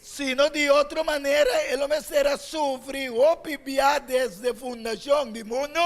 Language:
Papiamento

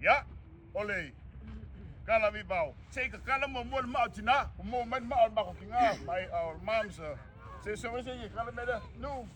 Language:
Samoan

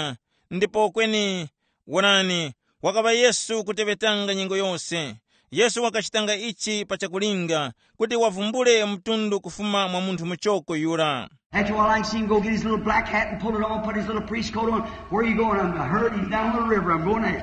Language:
Tumbuka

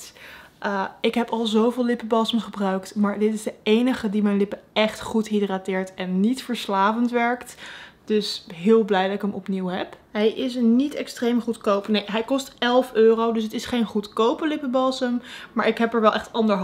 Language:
Dutch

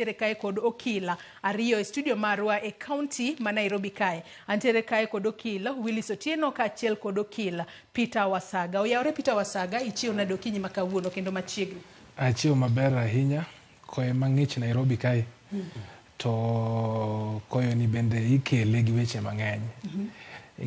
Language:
Luo (Kenya and Tanzania)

